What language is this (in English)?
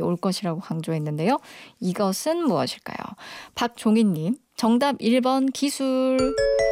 Korean